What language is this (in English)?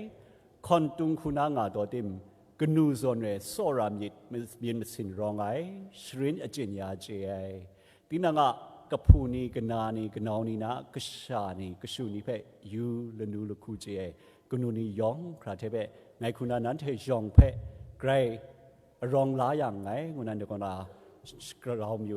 Kachin